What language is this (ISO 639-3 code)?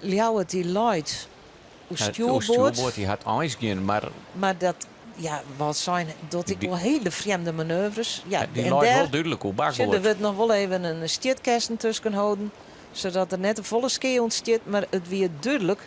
fry